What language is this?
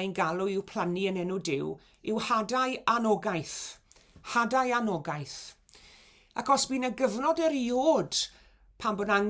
Welsh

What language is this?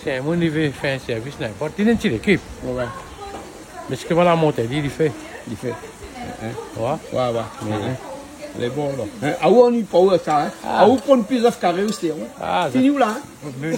Réunion Creole French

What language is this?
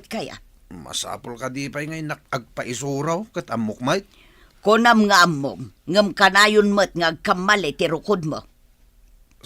Iloko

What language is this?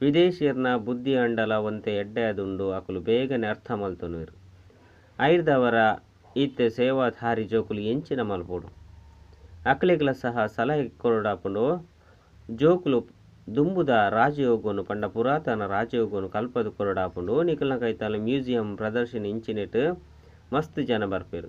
Tulu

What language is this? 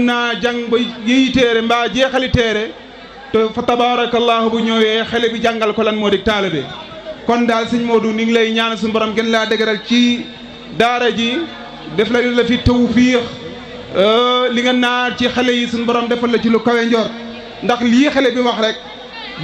Wolof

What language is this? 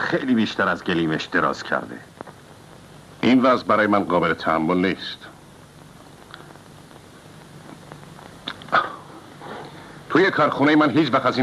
Persian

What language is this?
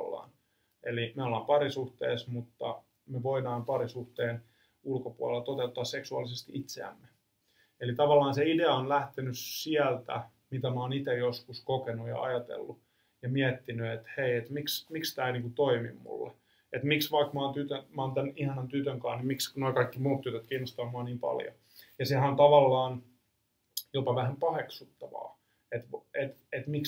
Finnish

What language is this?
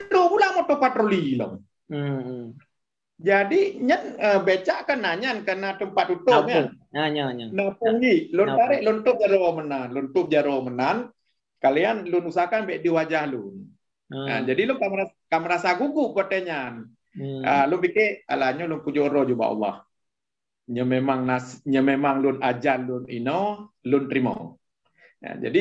Achinese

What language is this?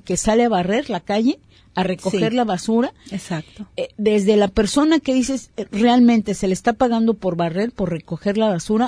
Spanish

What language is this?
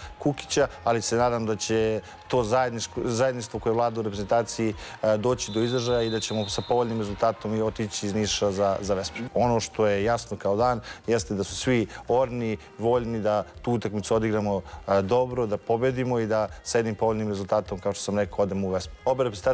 Serbian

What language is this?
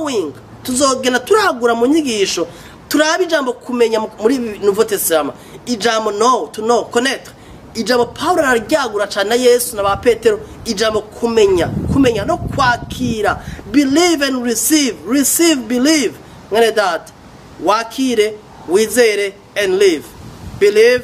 Rundi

